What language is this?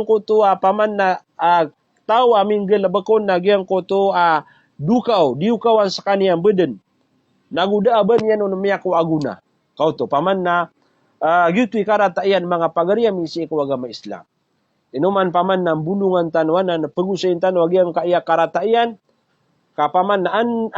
Maranao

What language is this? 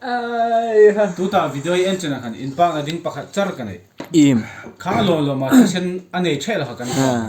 Hmar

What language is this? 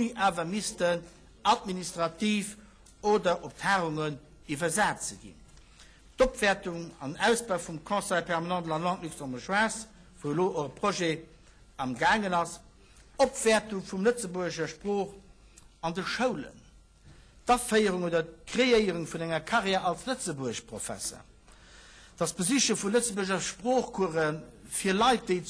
Luxembourgish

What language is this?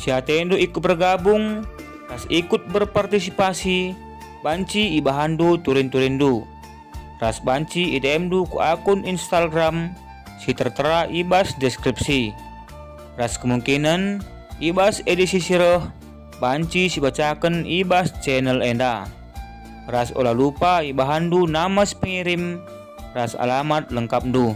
Batak Karo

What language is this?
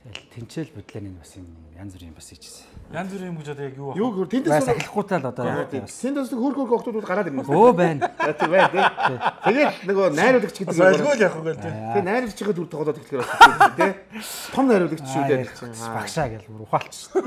Mongolian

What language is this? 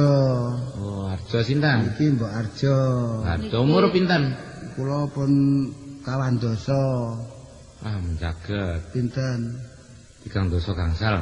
Javanese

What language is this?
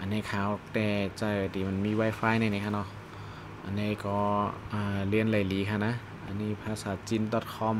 Shan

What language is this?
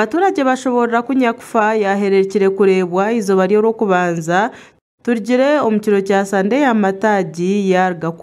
Nyankole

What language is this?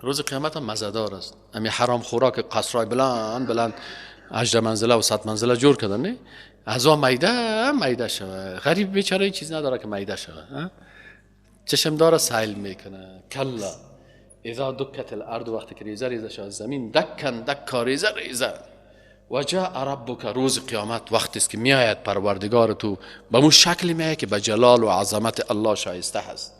Persian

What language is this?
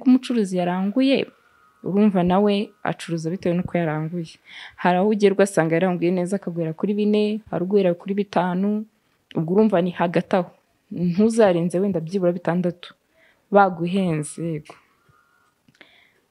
Kinyarwanda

